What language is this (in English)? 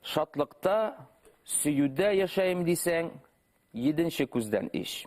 Bashkir